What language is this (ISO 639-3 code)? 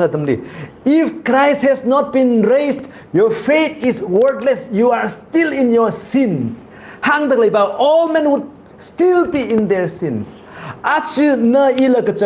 nmf